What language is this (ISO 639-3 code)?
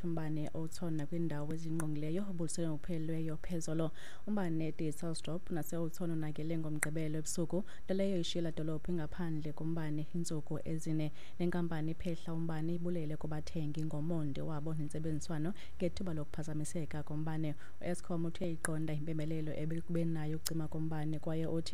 xho